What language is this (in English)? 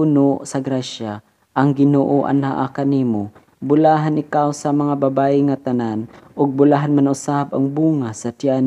Cebuano